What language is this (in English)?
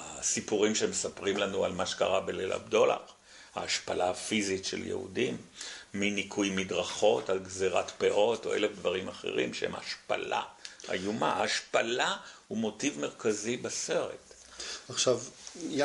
Hebrew